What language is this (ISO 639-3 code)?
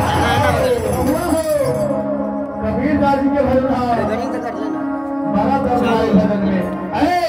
bho